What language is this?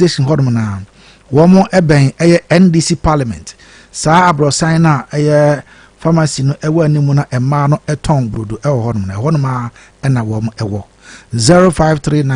Akan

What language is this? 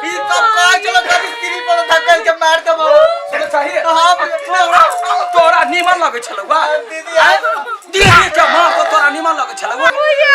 Maithili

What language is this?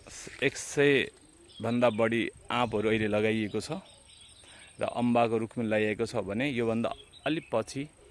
Nepali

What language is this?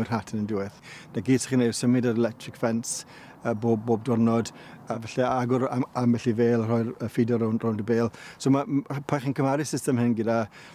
Welsh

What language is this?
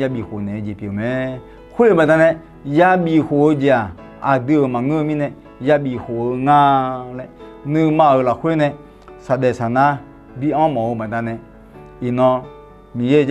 Akha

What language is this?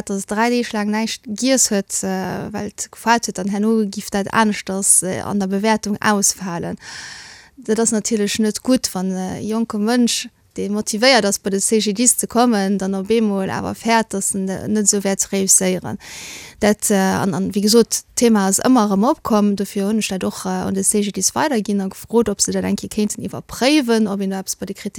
Luxembourgish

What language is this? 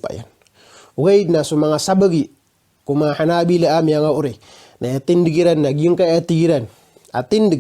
Maranao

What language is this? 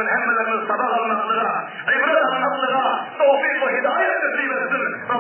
Turkmen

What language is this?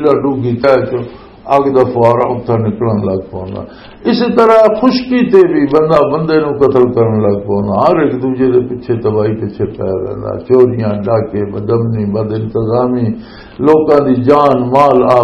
Western Panjabi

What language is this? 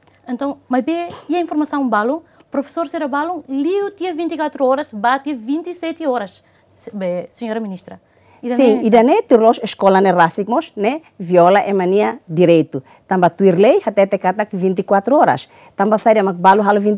Tetum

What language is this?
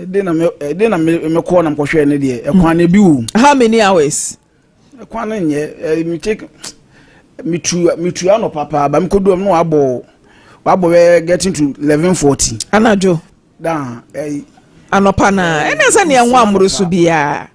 Akan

